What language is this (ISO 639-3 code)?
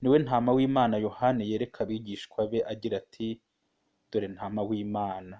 kin